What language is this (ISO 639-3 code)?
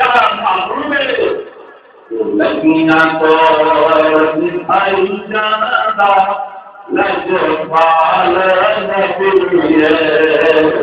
skr